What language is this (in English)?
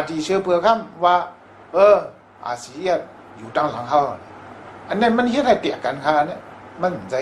Shan